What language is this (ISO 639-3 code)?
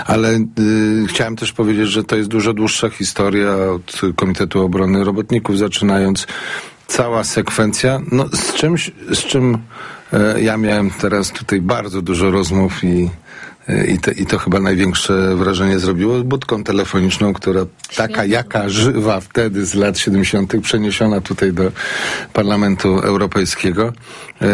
pol